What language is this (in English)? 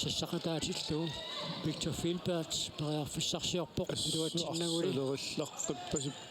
Kalaallisut